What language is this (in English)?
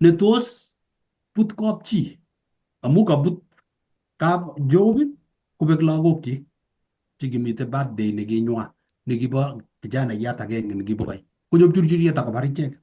Kalenjin